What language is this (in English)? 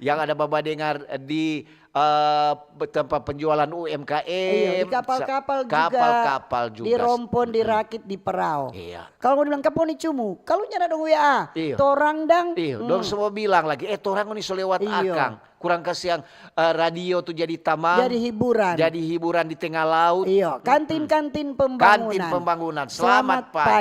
Manado Malay